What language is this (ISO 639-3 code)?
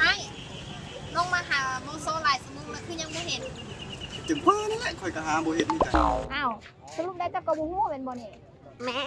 lao